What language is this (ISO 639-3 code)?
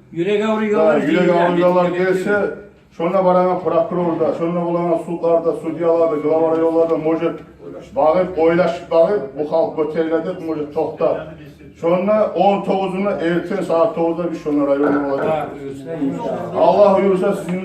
kum